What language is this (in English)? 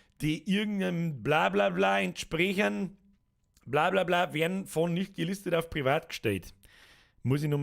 Bavarian